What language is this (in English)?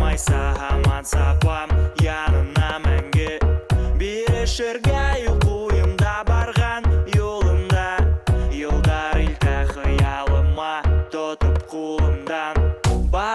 Bashkir